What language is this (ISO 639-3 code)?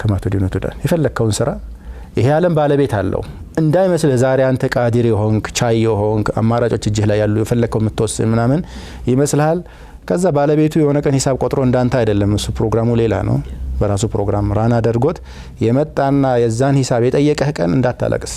amh